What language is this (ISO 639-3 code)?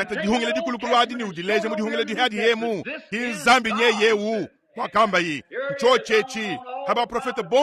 lua